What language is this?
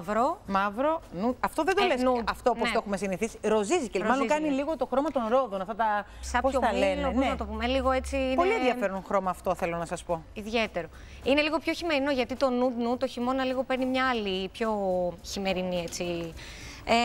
Greek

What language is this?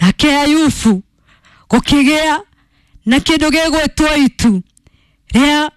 Kikuyu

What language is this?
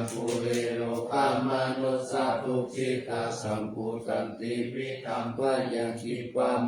Pali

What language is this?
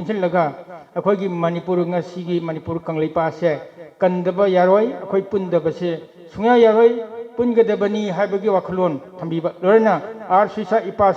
Manipuri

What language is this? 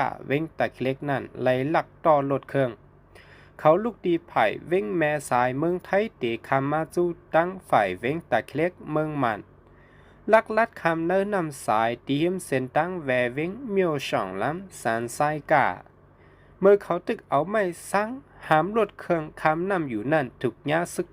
Shan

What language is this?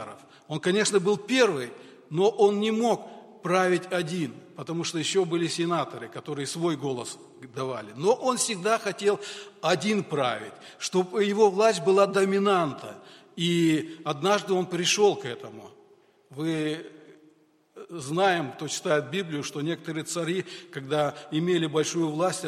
Russian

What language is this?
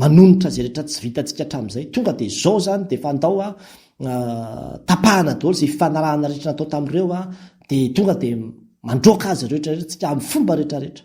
Malagasy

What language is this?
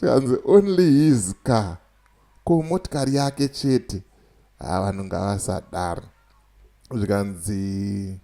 Shona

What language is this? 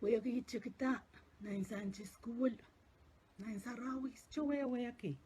Pohnpeian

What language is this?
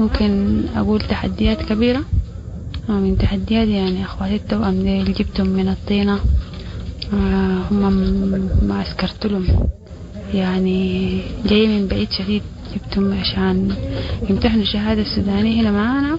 Sudanese Arabic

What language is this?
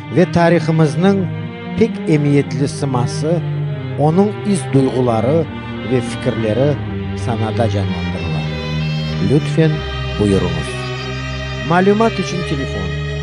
Crimean Tatar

